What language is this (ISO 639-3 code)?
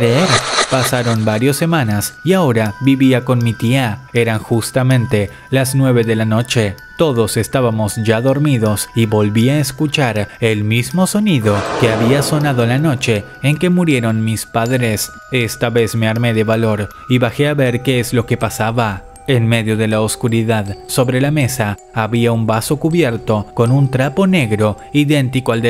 spa